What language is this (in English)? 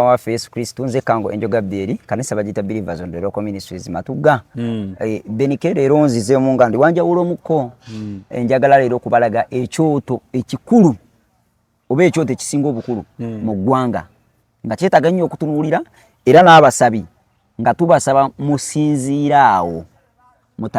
Ganda